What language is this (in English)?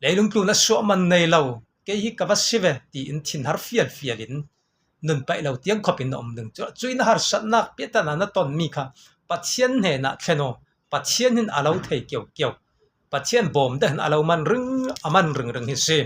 Falam Chin